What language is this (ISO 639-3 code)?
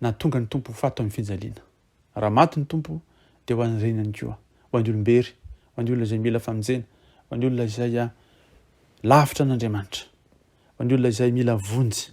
mlg